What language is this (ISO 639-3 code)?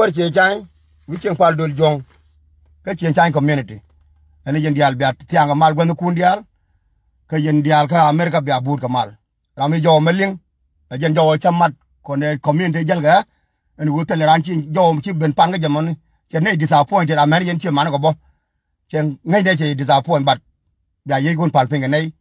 nus